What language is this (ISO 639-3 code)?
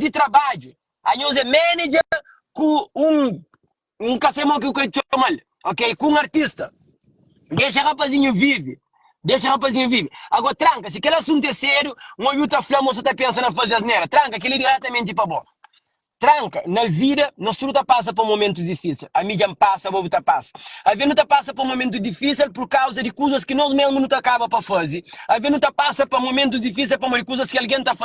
kea